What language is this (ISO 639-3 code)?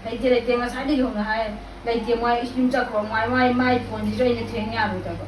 mni